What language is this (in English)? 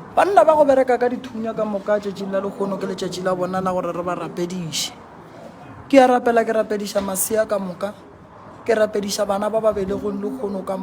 Northern Sotho